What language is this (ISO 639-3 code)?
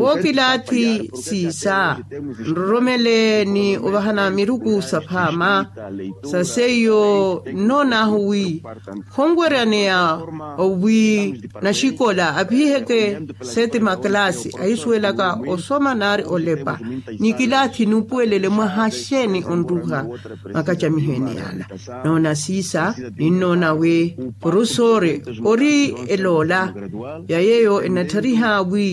vmw